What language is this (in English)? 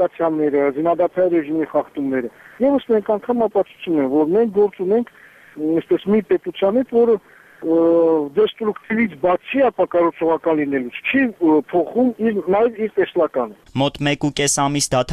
Armenian